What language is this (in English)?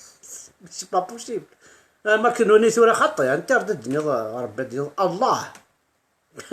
Kabyle